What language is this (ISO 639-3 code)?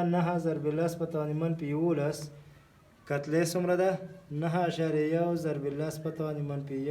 pus